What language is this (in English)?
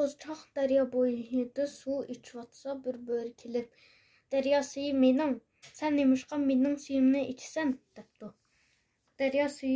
Uyghur